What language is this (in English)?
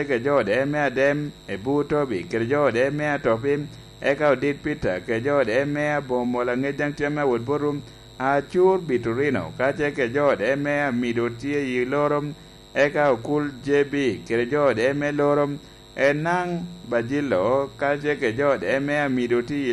Lango (Uganda)